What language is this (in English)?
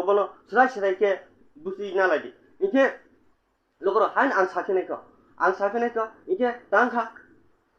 Kok Borok